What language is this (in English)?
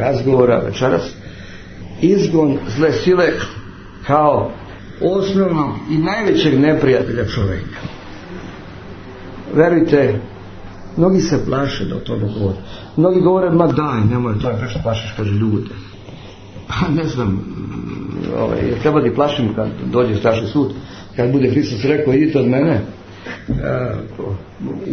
Serbian